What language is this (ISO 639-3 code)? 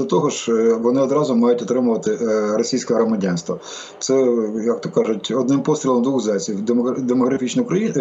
ukr